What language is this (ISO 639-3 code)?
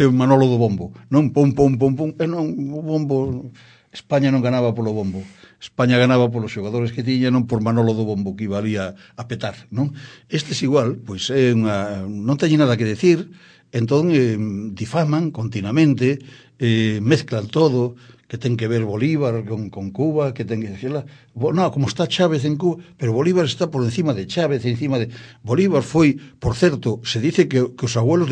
glg